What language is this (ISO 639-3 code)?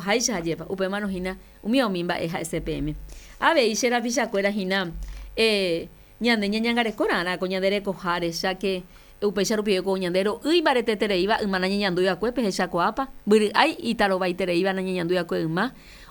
grn